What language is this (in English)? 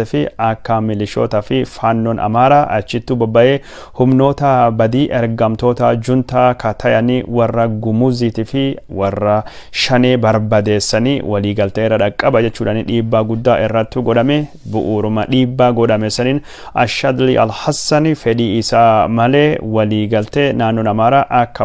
Oromo